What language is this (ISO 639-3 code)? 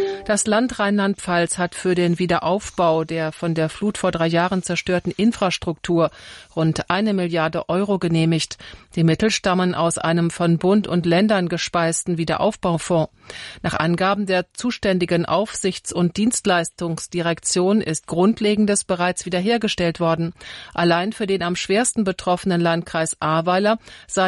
deu